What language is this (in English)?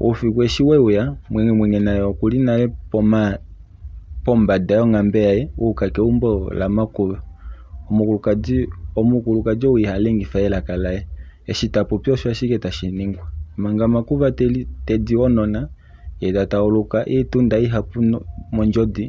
Kuanyama